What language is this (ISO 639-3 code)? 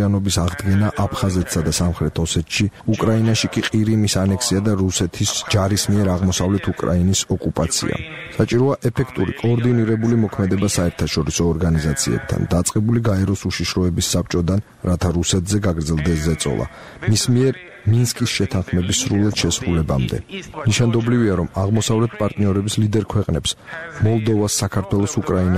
kat